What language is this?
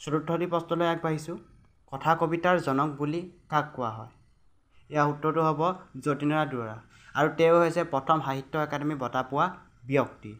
Assamese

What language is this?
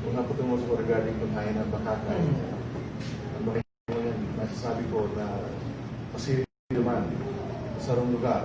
Bikol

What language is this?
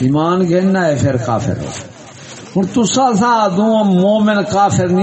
Saraiki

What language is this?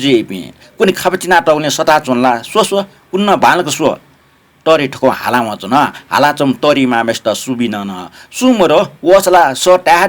Newari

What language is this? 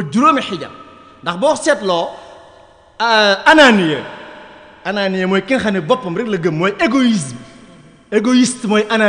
Wolof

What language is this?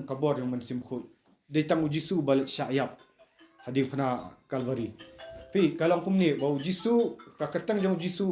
Khasi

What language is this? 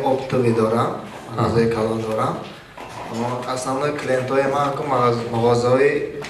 Tajik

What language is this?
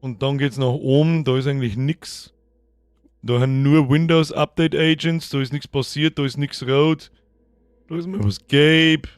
Bavarian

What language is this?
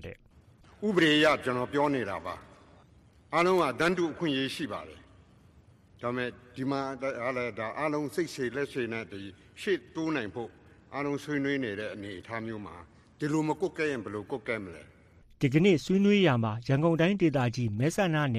Burmese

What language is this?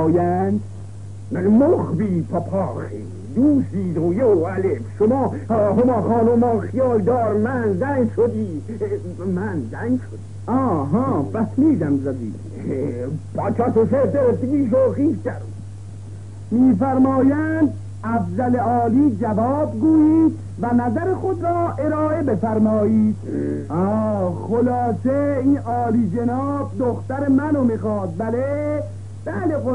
Persian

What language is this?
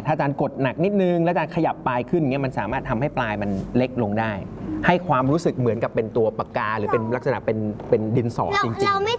Thai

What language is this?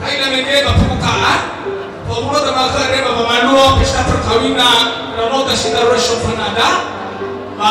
Nias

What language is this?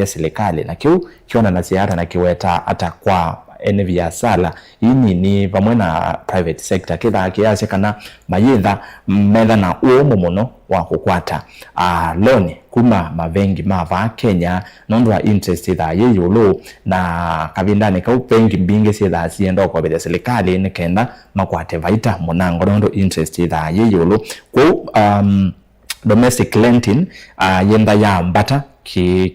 Kamba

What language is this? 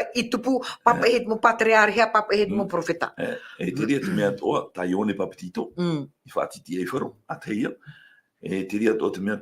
Tahitian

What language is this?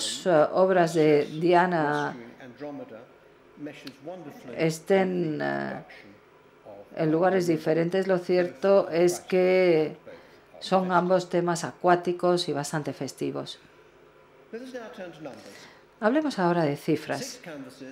Spanish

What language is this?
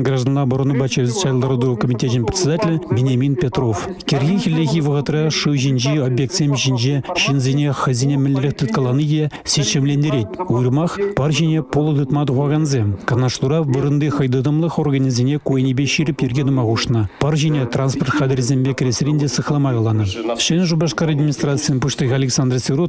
Chuvash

